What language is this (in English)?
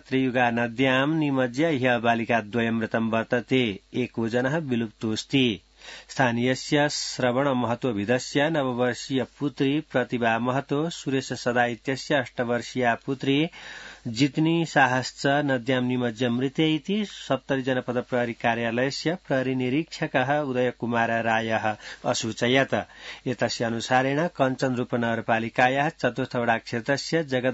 Sanskrit